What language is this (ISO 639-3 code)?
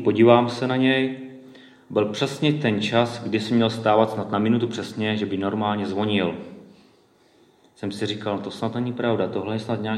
ces